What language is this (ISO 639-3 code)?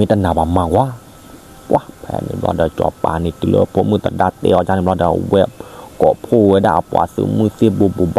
ksw